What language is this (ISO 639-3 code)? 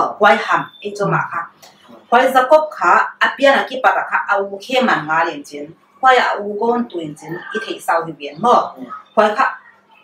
pck